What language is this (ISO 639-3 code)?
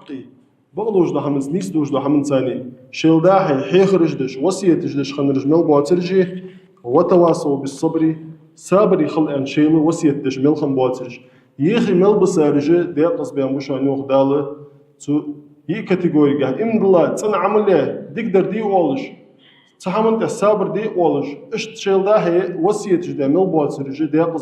inh